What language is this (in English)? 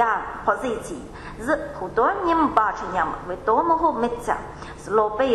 Ukrainian